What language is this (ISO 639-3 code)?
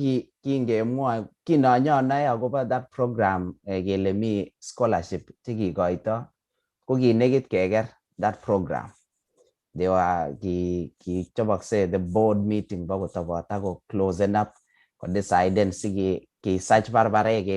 kln